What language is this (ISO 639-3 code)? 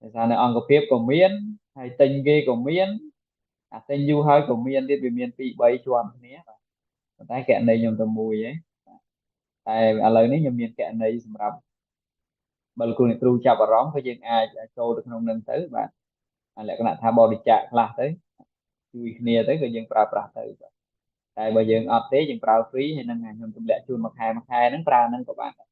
khm